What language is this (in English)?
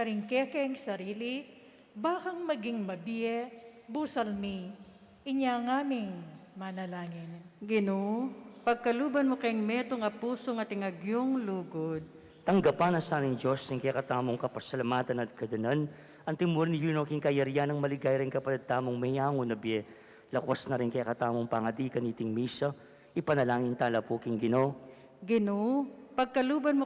Pampanga